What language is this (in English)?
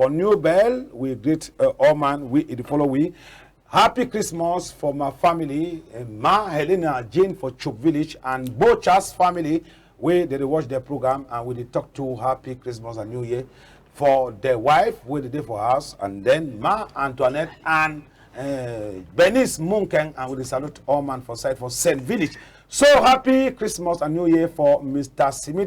Cameroon Pidgin